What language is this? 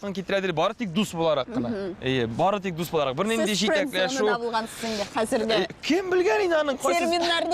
Tatar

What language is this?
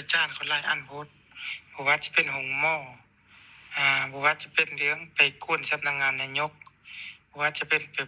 Lao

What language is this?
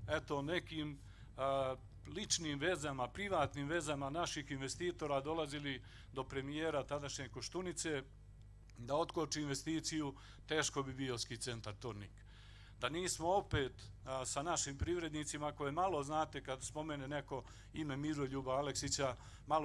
Serbian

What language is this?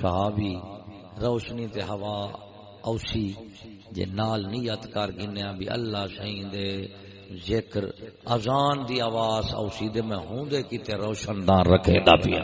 Saraiki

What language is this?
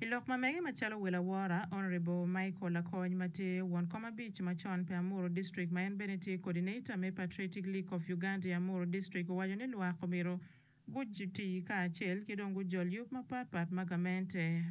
Acoli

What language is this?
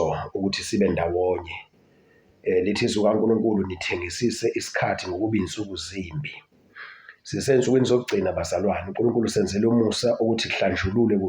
Zulu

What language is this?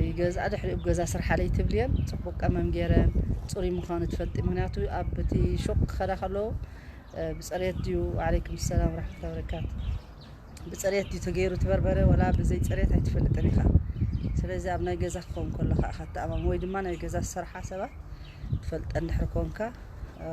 Tigrinya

